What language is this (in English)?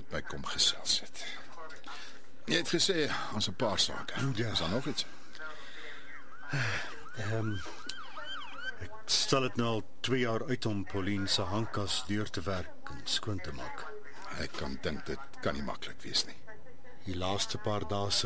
Afrikaans